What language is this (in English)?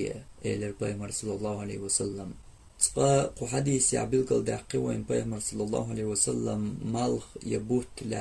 Chechen